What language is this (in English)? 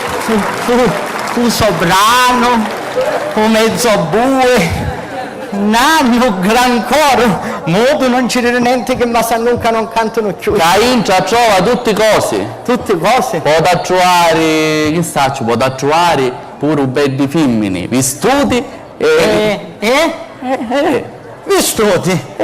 Sicilian